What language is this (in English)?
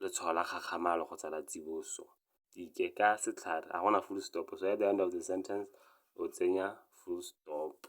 Tswana